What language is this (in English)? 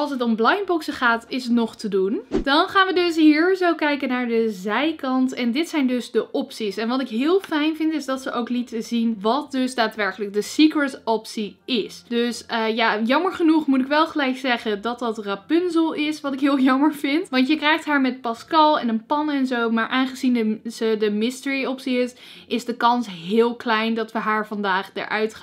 Dutch